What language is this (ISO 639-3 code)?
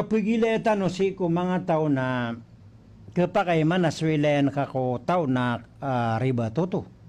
mrw